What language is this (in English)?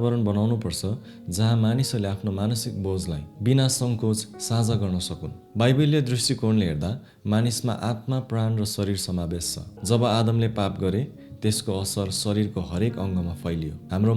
Nepali